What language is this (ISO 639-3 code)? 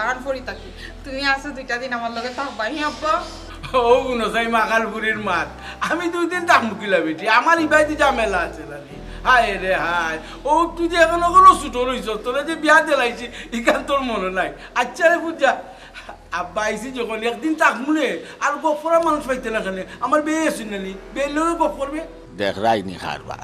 syl